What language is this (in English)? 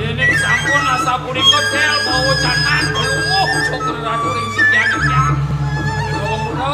Balinese